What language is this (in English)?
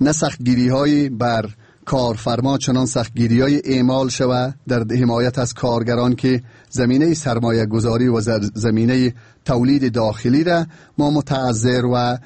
Persian